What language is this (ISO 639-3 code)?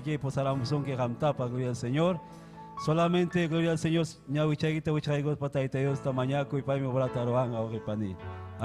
quy